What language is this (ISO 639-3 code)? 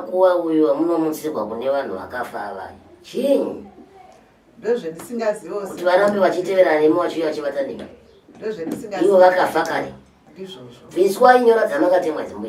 sna